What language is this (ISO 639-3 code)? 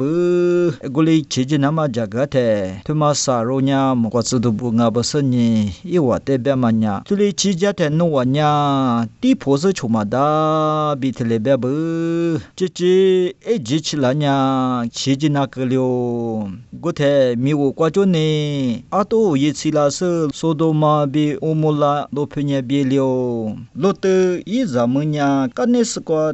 lis